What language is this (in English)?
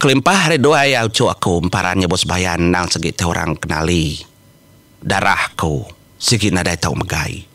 Iban